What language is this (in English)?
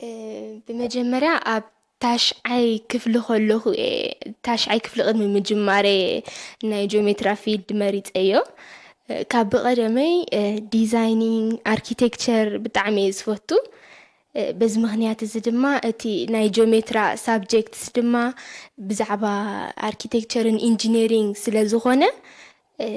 Tigrinya